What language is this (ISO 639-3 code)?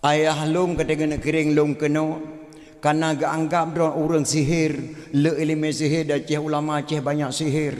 ace